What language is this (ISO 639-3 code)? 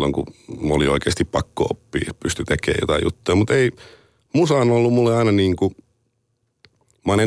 fin